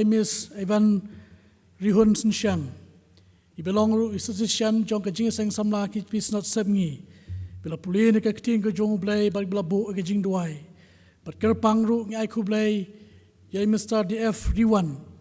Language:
Khasi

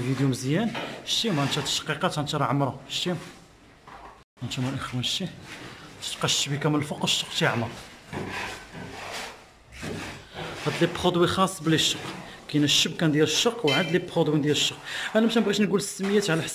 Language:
Moroccan Arabic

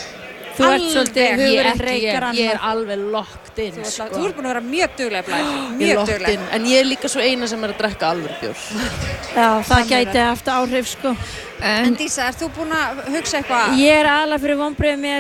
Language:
Icelandic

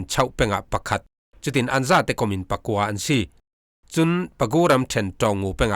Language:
Falam Chin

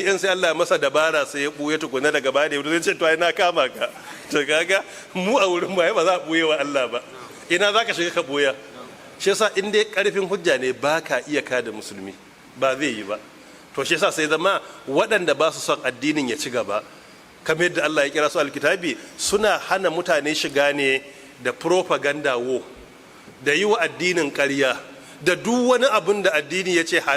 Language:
Hausa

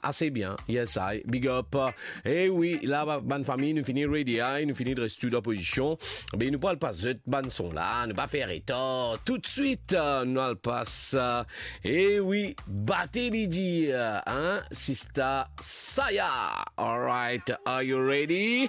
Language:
Morisyen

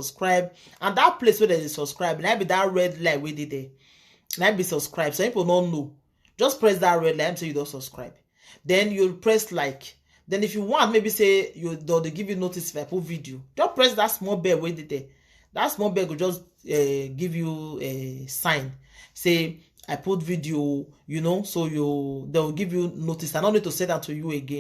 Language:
Nigerian Pidgin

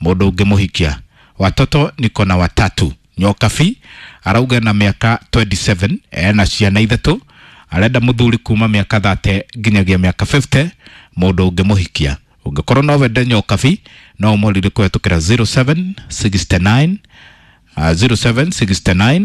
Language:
Kikuyu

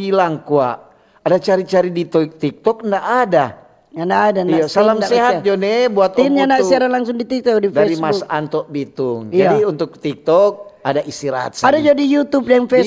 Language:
Manado Malay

